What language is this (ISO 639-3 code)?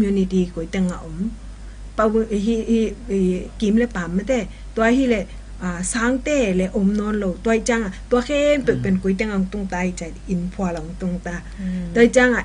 ctd